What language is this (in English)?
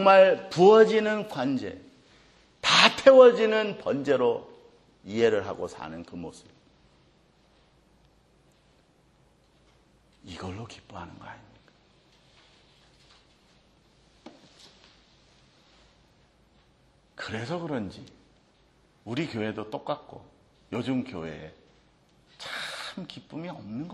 Korean